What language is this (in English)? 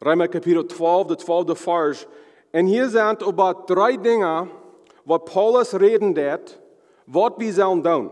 Plautdietsch